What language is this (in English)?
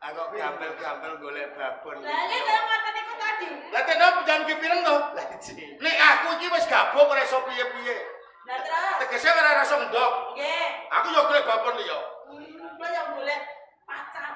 Javanese